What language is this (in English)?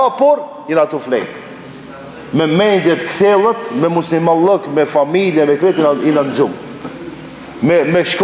Albanian